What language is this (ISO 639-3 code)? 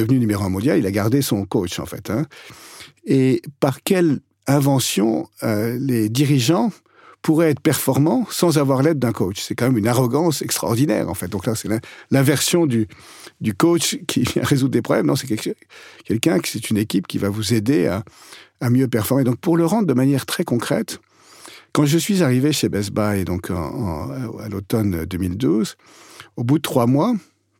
fra